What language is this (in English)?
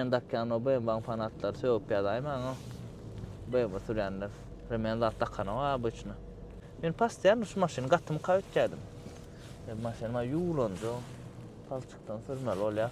Turkmen